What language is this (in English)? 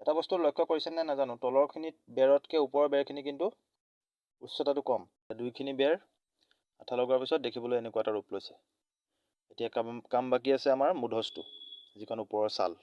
Assamese